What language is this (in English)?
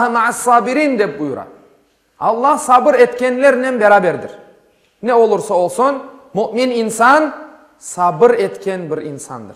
Crimean Tatar